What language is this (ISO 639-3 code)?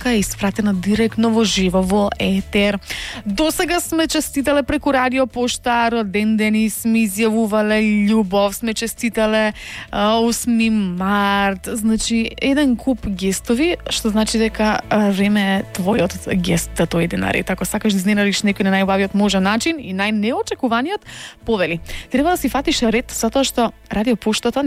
mkd